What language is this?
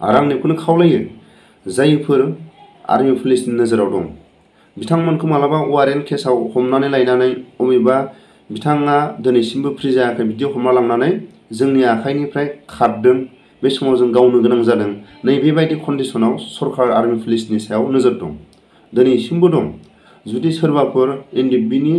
Bodo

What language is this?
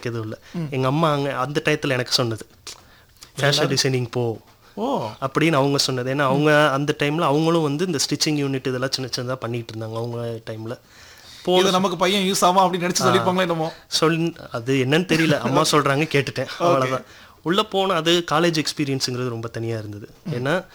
Tamil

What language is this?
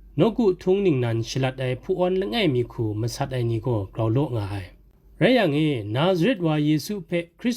Kachin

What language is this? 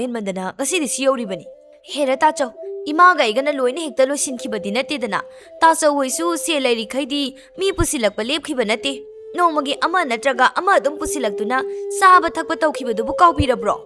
Manipuri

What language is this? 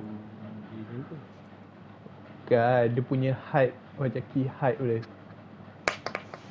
Malay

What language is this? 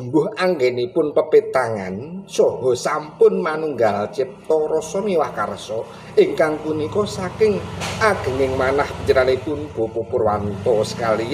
Javanese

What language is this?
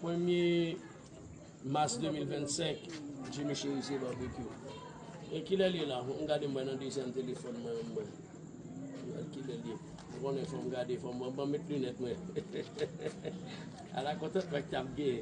Haitian Creole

